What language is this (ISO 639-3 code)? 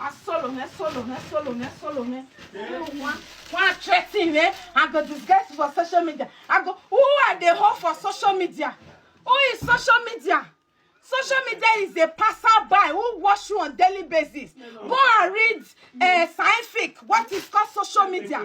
pcm